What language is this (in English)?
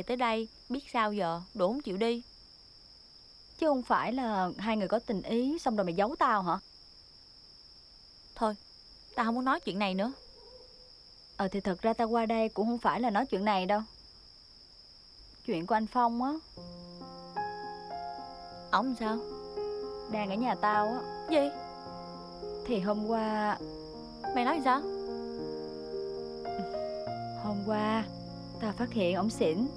Vietnamese